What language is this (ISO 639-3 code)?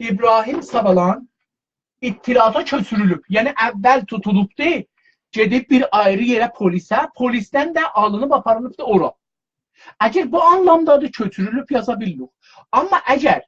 azb